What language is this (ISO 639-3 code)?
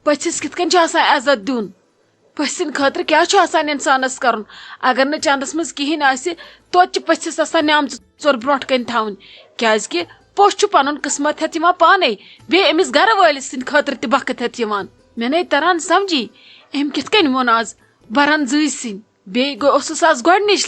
kas